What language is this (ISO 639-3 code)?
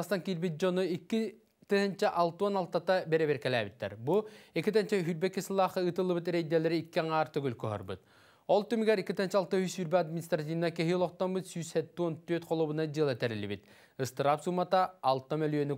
sah